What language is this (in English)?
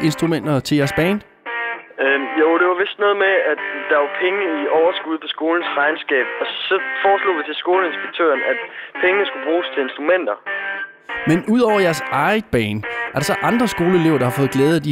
Danish